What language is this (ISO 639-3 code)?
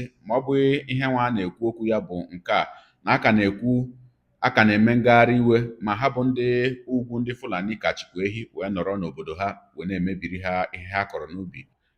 ibo